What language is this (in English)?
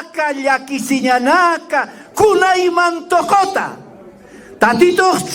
Aymara